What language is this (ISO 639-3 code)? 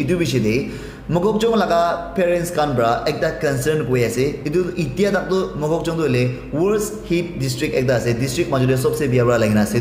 nag